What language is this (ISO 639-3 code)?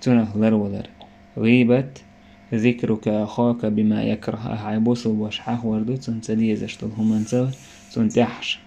che